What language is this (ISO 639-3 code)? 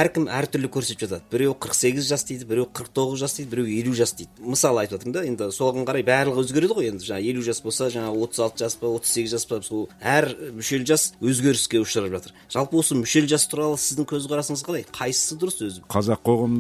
kaz